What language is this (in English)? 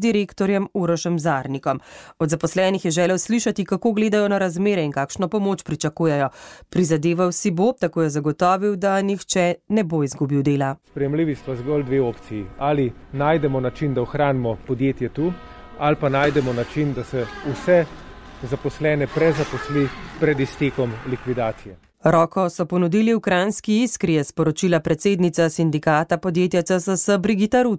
Slovenian